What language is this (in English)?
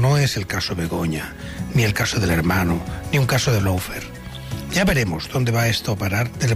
Spanish